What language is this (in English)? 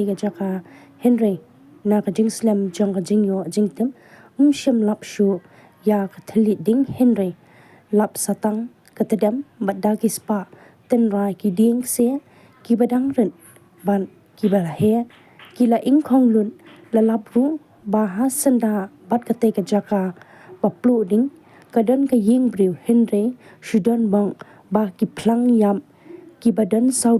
Khasi